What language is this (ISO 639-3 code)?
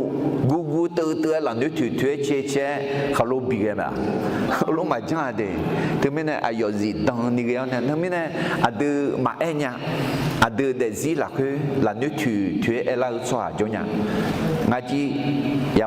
ahk